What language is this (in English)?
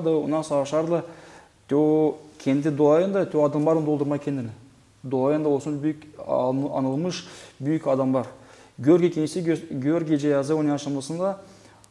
Gagauz